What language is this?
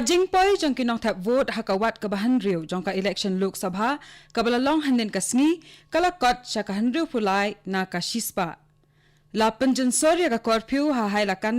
Khasi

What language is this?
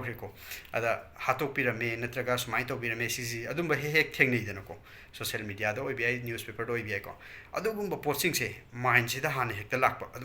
Manipuri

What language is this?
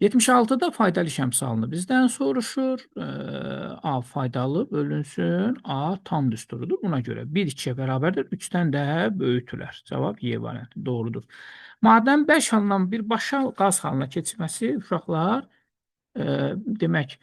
Azerbaijani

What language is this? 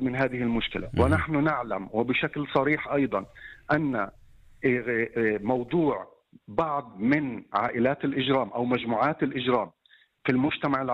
Arabic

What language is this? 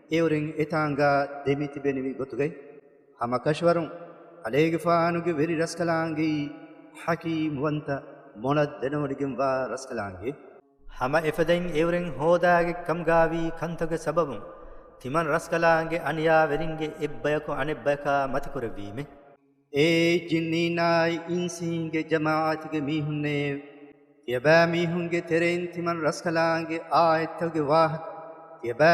Divehi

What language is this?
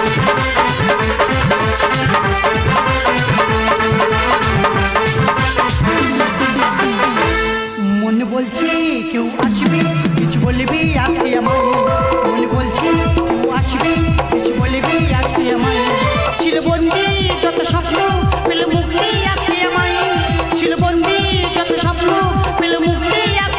Bangla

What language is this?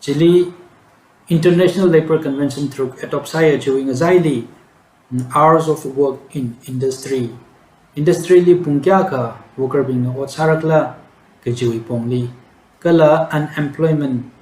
Tangkhul Naga (India)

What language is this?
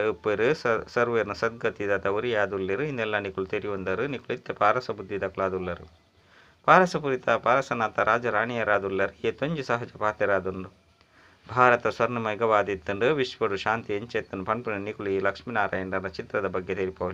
Tulu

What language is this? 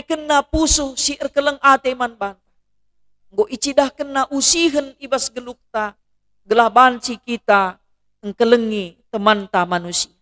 Batak Karo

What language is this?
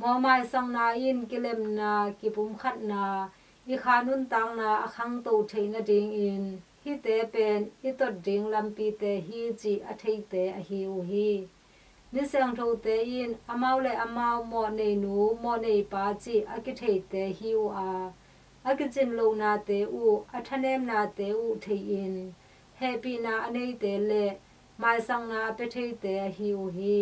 Tedim Chin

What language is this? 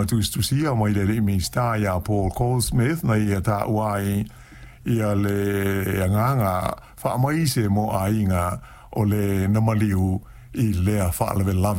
Samoan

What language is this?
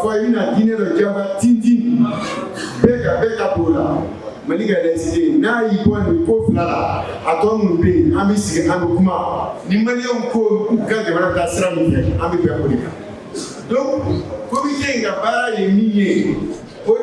Bambara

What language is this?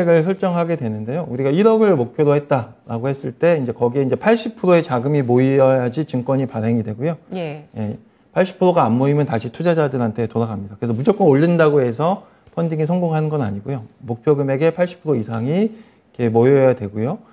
Korean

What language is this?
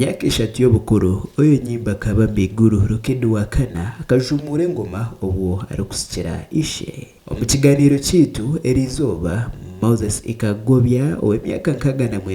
Nyankole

